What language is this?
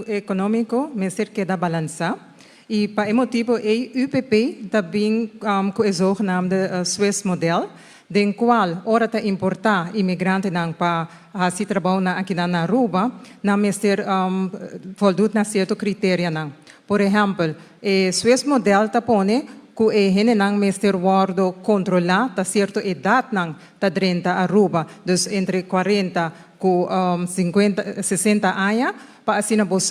Papiamento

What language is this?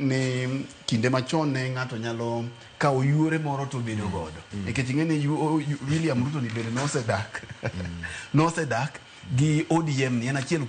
Luo (Kenya and Tanzania)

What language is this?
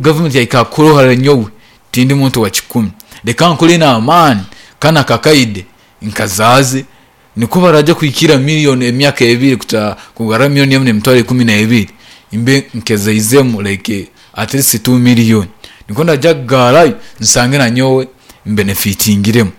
Nyankole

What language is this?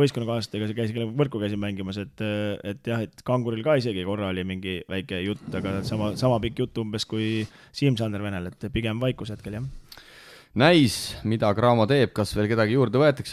Estonian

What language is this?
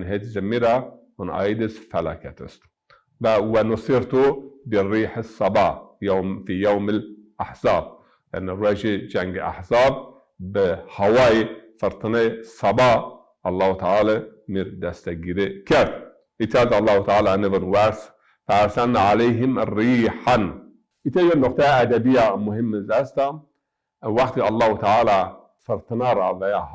Zaza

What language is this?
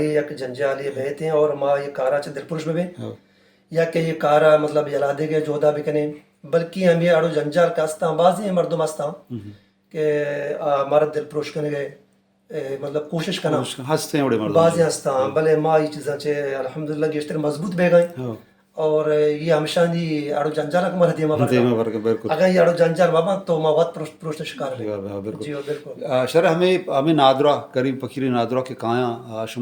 Baluchi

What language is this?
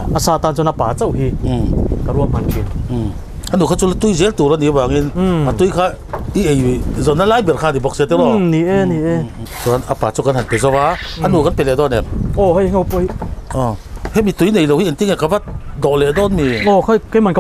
Mizo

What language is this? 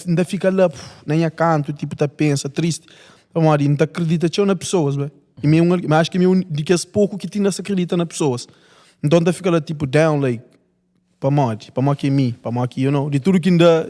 Kabuverdianu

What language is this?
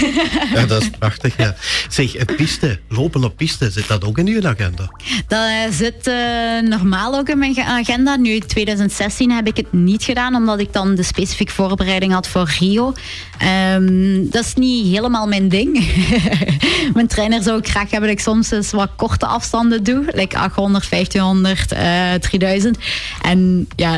Dutch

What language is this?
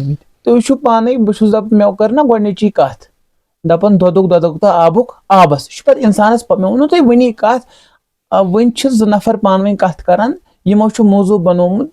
Kashmiri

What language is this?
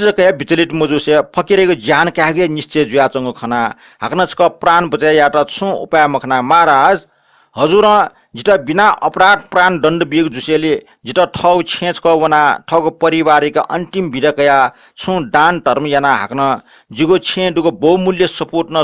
Newari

